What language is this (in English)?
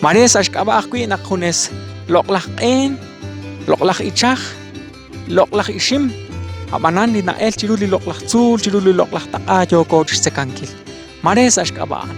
Kekchí